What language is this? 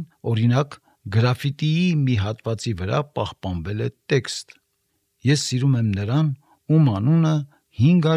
Armenian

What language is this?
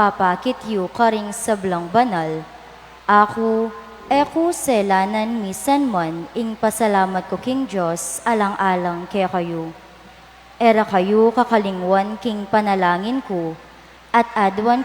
Pampanga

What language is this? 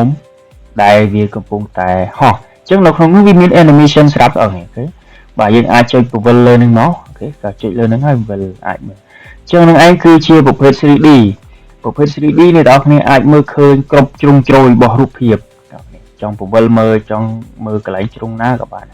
Khmer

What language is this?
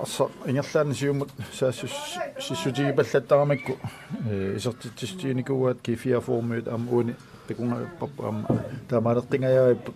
Kalaallisut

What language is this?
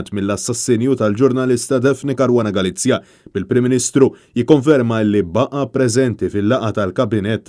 Maltese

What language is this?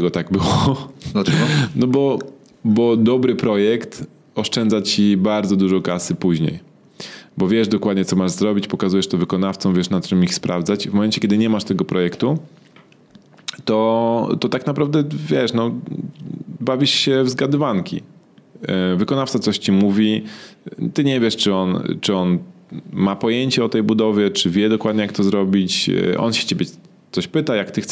Polish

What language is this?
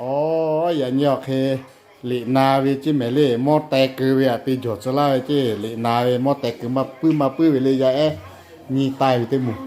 Lahu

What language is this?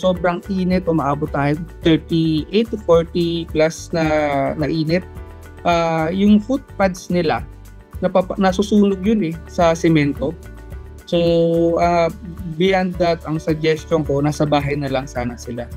Filipino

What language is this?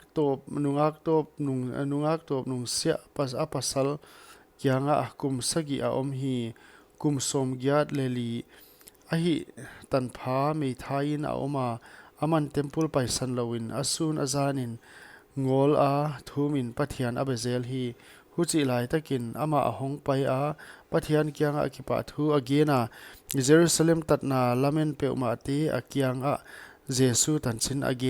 Paite Chin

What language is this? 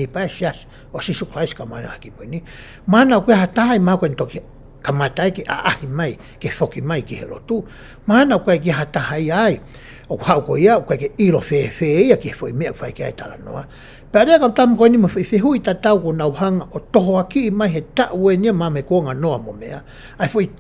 Tongan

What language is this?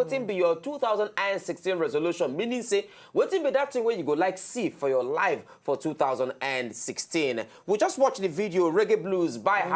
Nigerian Pidgin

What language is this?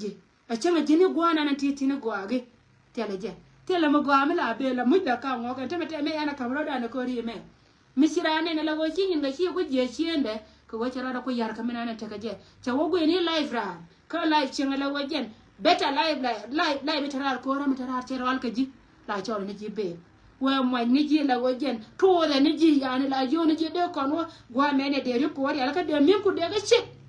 Nuer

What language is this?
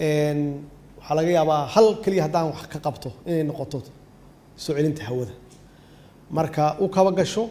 Somali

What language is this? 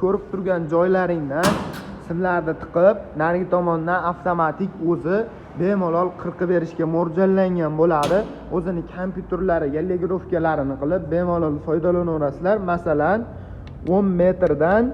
Uzbek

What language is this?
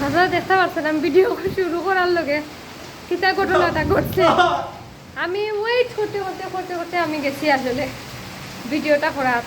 Sylheti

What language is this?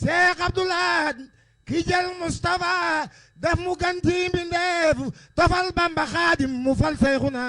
Wolof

